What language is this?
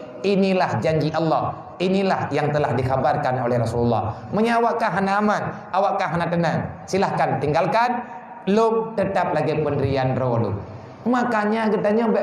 Achinese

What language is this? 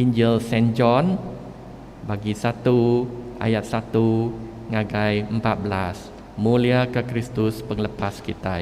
Iban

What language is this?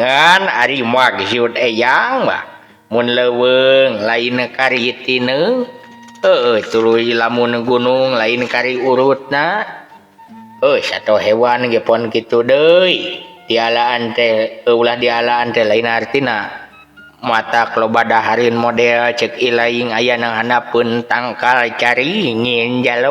Sundanese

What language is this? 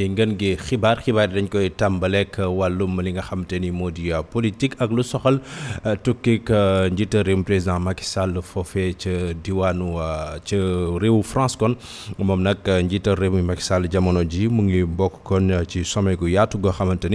Wolof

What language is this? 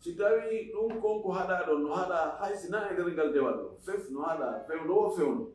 Fula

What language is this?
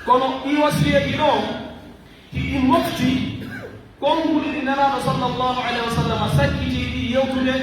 Pular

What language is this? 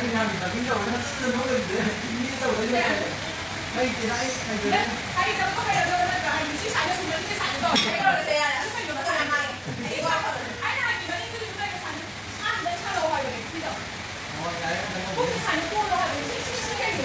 Manipuri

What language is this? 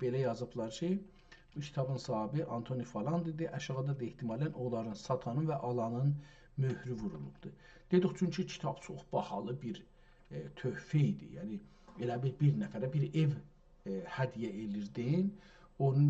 South Azerbaijani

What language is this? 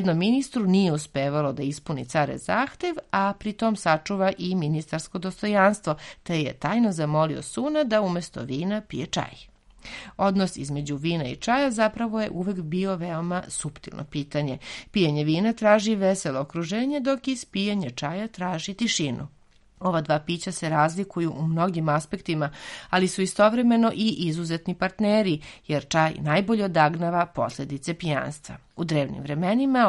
Serbian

